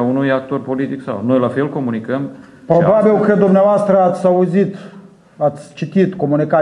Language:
Romanian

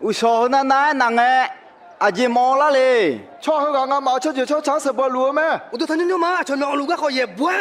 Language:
Akha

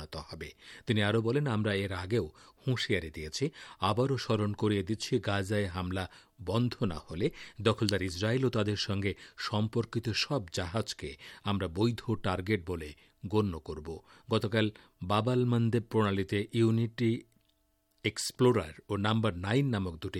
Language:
Bangla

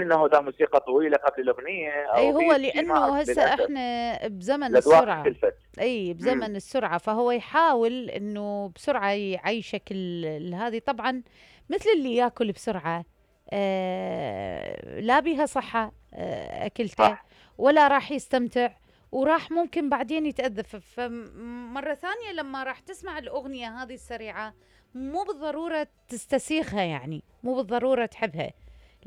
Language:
Mesopotamian Arabic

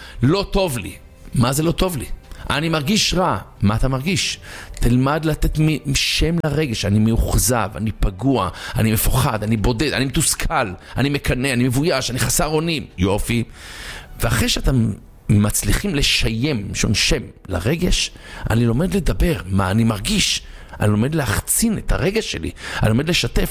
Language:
Hebrew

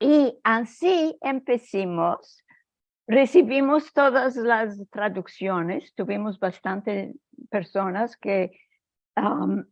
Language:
Ladino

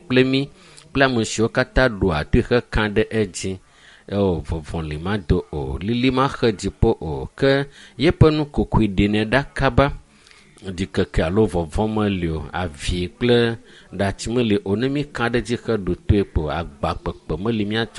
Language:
Ewe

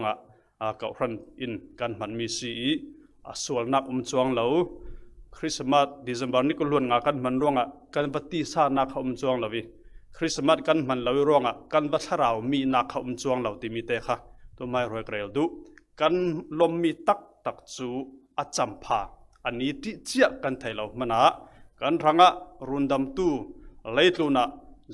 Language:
Falam Chin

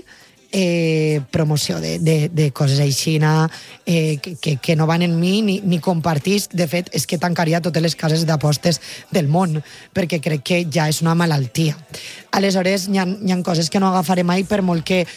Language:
Catalan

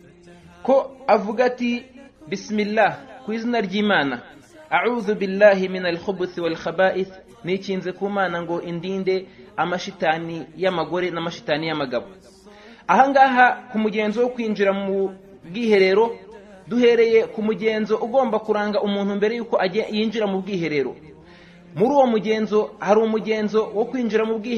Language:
Kinyarwanda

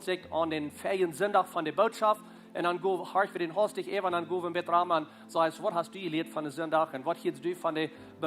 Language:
Plautdietsch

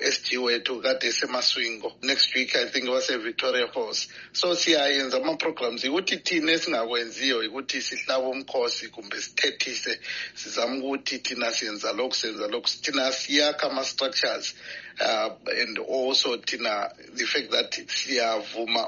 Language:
North Ndebele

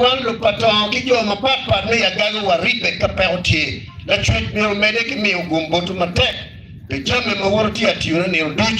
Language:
Acoli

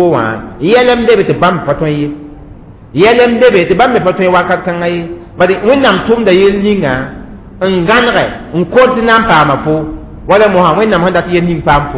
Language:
Mossi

